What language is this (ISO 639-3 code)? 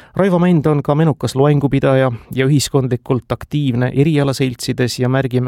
est